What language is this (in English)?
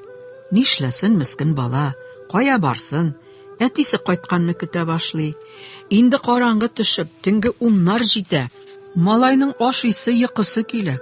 Tatar